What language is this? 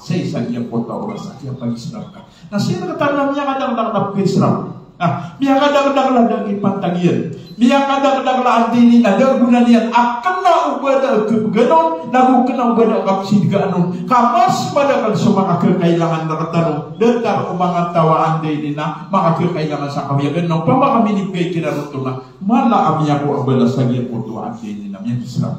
Maranao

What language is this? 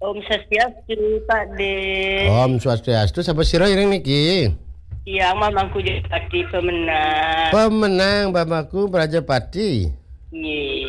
Balinese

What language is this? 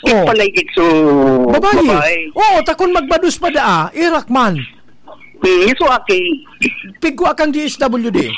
Bikol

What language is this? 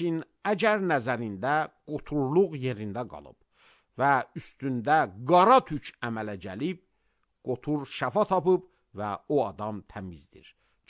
Azerbaijani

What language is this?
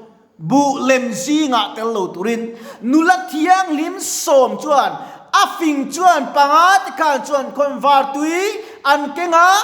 Mizo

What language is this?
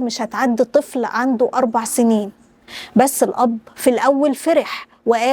Egyptian Arabic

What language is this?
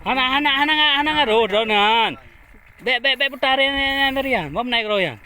Achinese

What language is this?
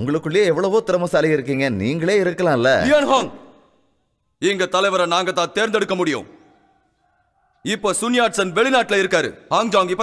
Tamil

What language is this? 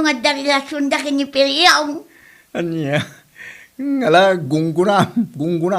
Iloko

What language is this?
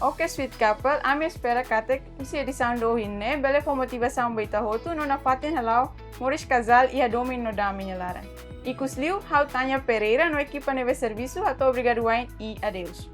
Tetum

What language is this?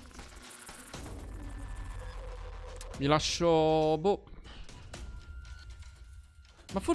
Italian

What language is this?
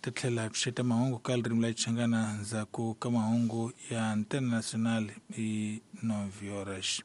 Tsonga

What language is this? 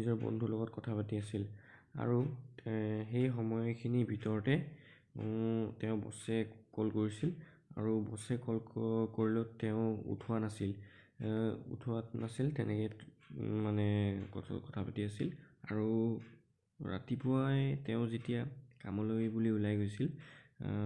Assamese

